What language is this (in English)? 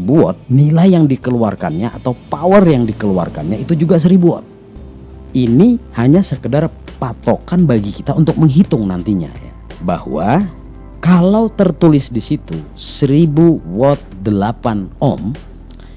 Indonesian